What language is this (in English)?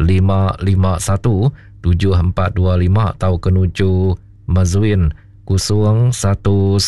Iban